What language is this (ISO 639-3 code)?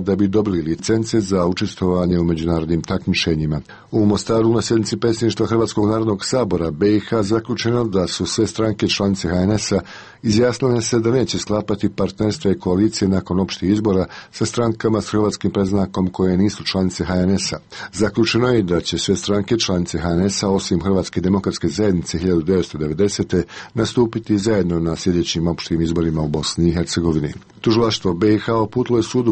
hrv